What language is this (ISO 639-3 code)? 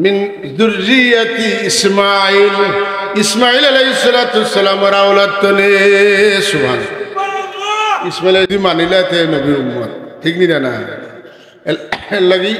syl